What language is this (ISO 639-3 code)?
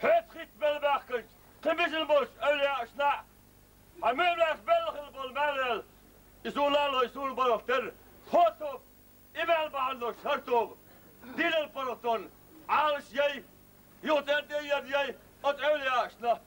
che